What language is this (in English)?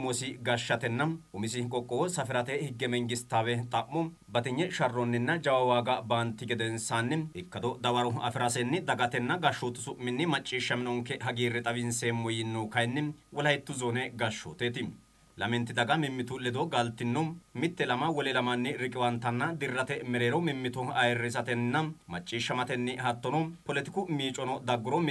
Sidamo